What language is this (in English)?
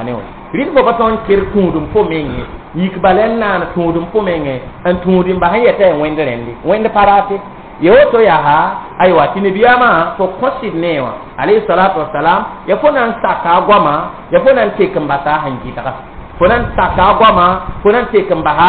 Mossi